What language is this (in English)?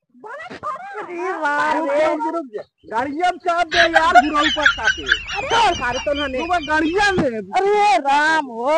Awadhi